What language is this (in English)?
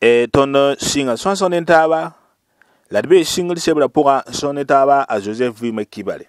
Mossi